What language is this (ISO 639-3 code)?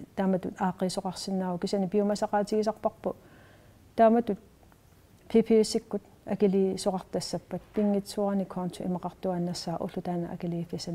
kal